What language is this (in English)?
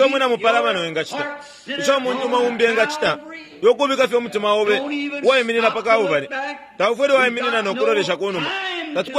Bemba